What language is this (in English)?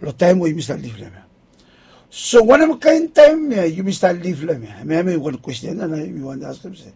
Bislama